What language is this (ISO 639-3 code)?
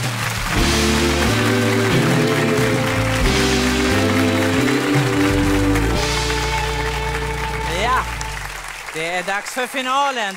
swe